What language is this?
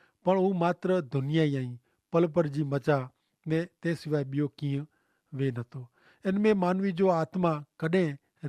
Kachhi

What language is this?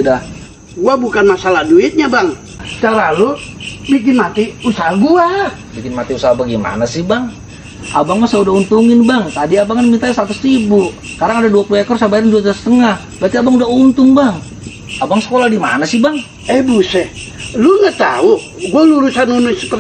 Betawi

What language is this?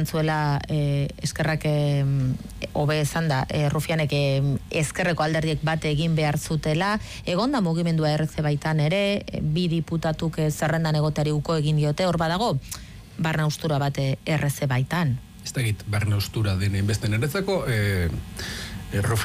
Basque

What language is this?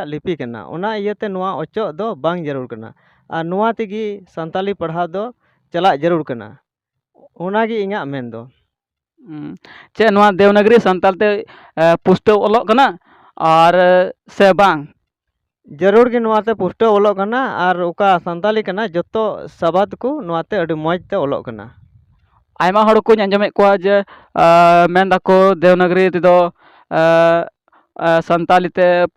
Santali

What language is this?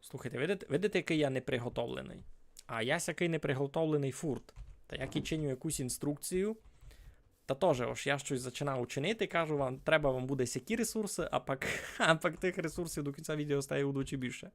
Rusyn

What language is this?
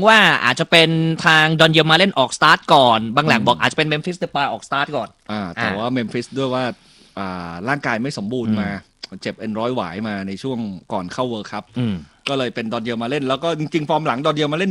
Thai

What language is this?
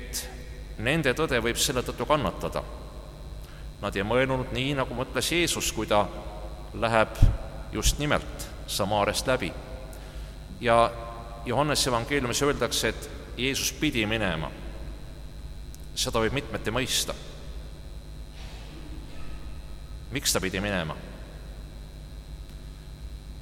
Estonian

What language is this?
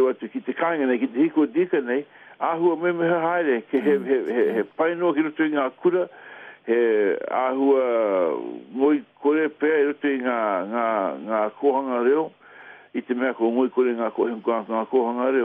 Māori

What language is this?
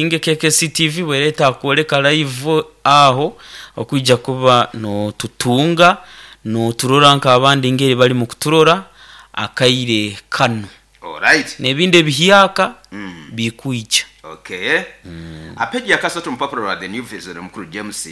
Nyoro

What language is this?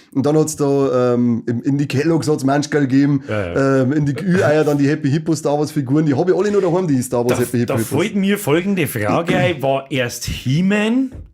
Bavarian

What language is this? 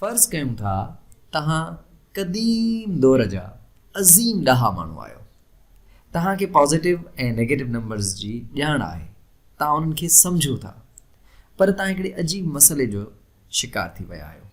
Sindhi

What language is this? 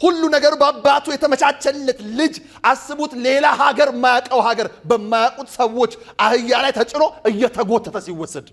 Amharic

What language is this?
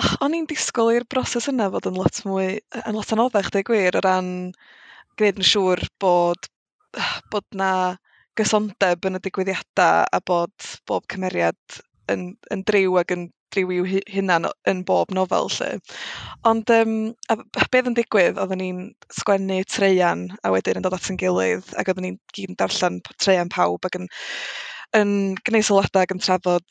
Welsh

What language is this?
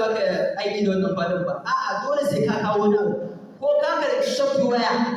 Hausa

